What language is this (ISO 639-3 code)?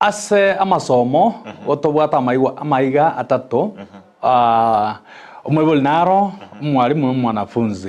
guz